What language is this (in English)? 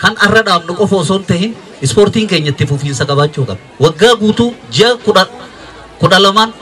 Oromo